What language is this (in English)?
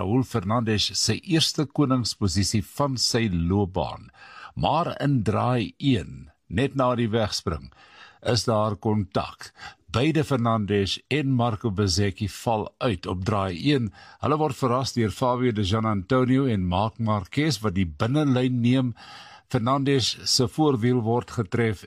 Afrikaans